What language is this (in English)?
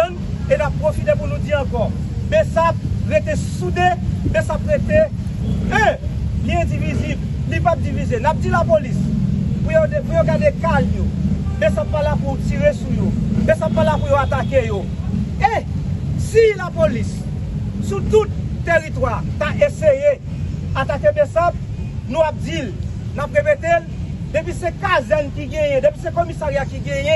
Haitian Creole